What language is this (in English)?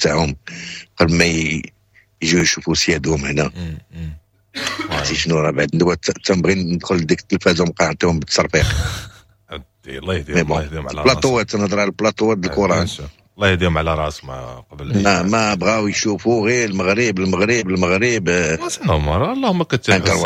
Moroccan Arabic